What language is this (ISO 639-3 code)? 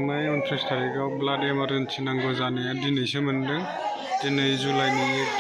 brx